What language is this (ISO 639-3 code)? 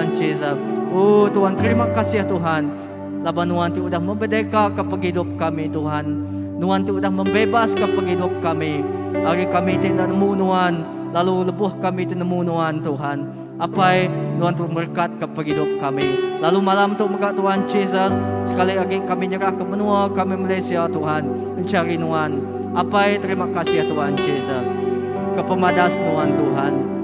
iba